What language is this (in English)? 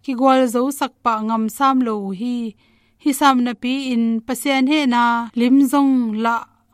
Tedim Chin